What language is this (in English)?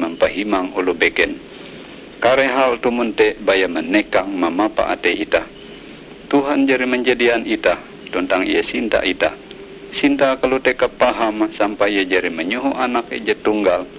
Ngaju